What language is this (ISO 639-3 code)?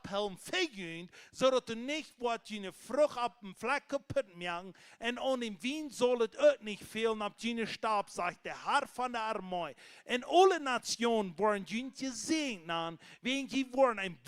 pdt